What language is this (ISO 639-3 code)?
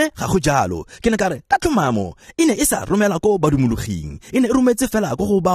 tsn